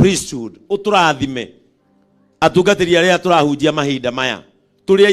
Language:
Kikuyu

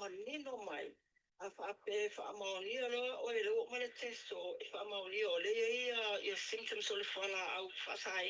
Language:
Samoan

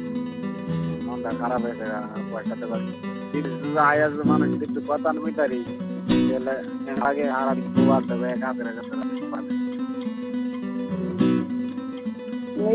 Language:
Bangla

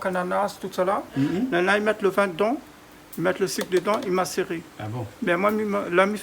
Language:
Réunion Creole French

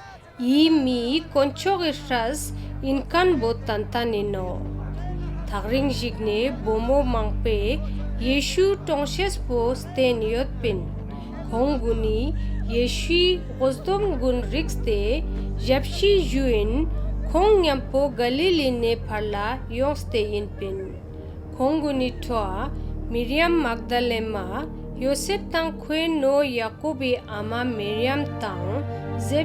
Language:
Ladakhi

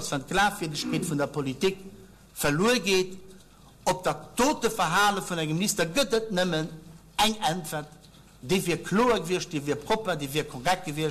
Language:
Luxembourgish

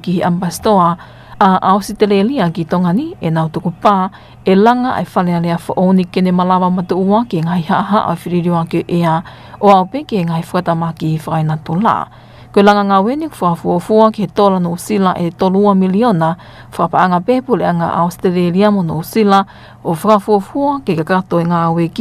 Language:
Tongan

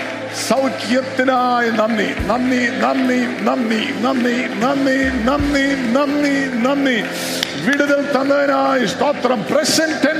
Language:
Malayalam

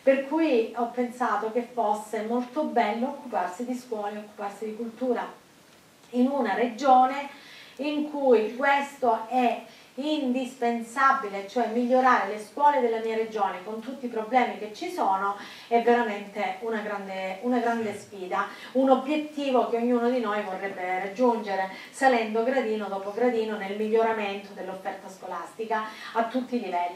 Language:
Italian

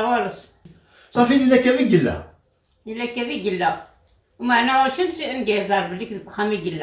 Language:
Kabyle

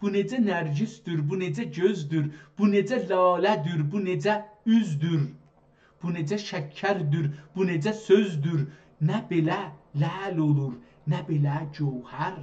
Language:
South Azerbaijani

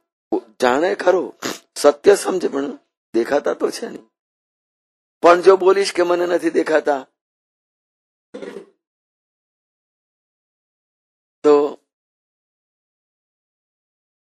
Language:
Gujarati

